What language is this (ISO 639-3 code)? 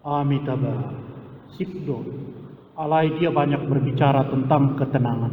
bbc